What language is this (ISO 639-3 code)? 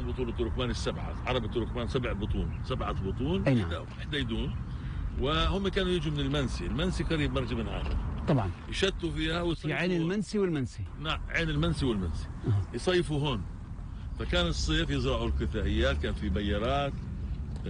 apc